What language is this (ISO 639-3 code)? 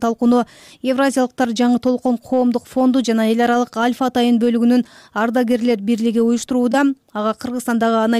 kir